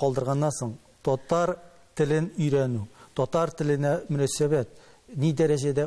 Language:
Tatar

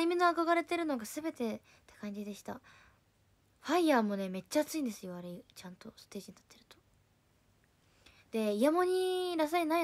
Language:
Japanese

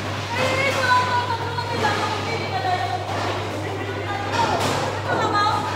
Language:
Filipino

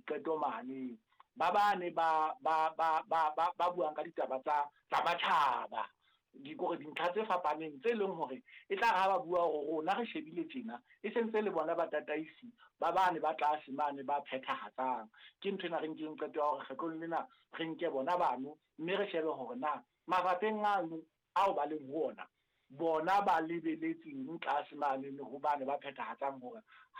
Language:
Southern Sotho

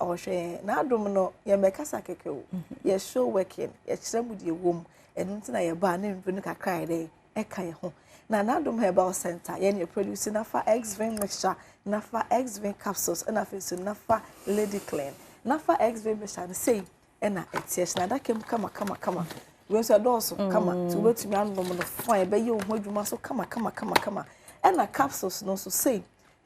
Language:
Akan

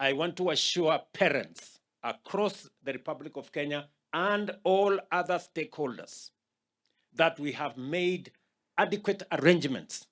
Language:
Gusii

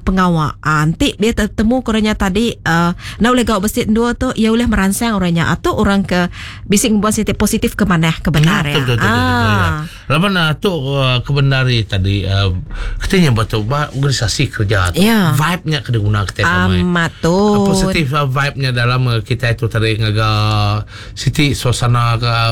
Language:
Iban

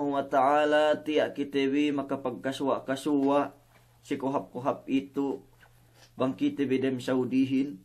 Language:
Yakan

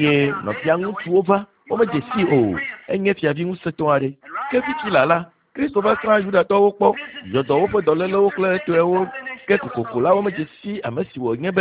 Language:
Ewe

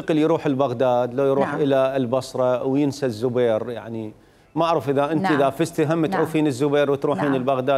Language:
Mesopotamian Arabic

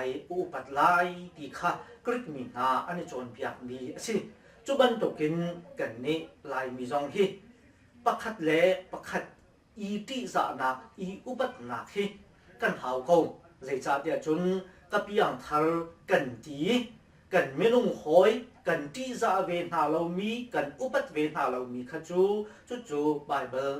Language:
Hakha Chin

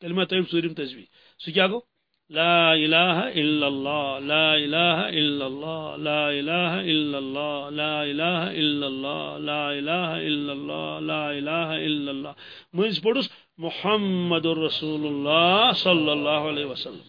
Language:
Kashmiri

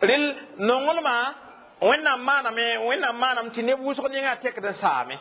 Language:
Mossi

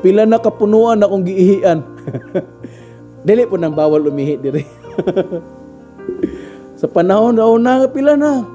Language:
Cebuano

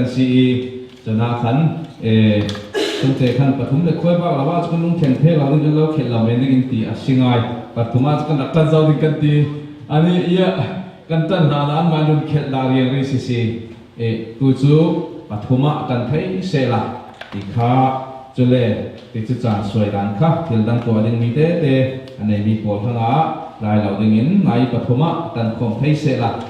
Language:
Falam Chin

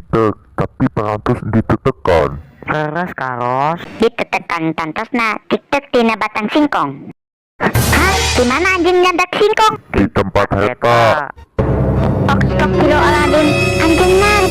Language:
Sundanese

